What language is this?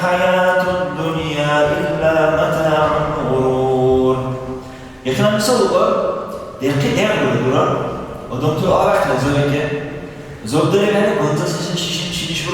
Dargwa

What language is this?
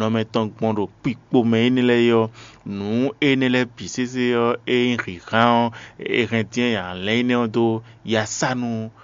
Fon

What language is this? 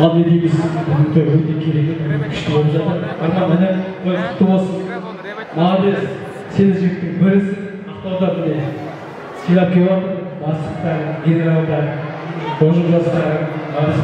Kara-Kalpak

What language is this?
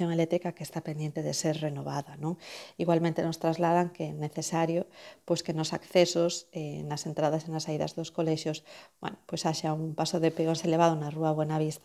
Galician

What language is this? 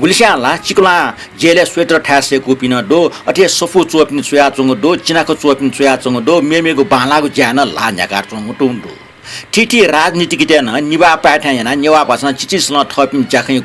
Newari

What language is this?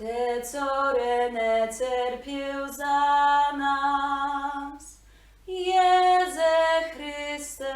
Kashubian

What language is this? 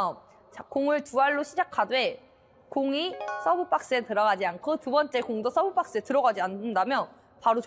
Korean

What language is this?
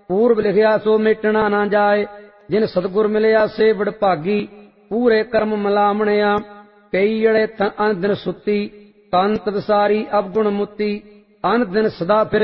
Punjabi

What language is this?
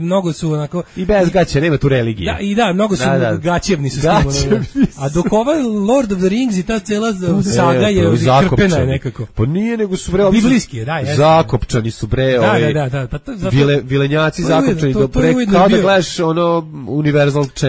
Serbian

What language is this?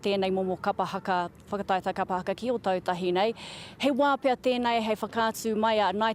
Māori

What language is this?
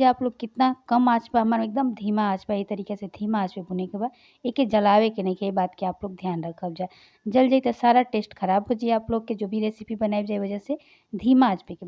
Bhojpuri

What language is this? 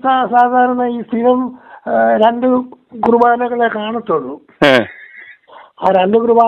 Malayalam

